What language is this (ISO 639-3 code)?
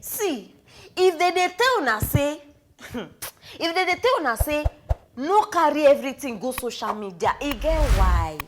pcm